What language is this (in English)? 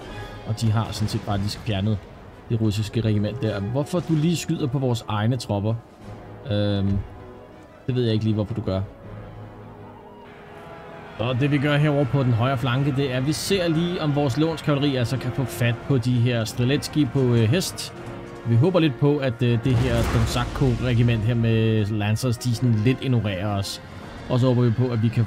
Danish